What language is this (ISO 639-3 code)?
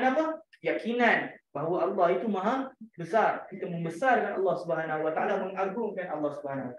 msa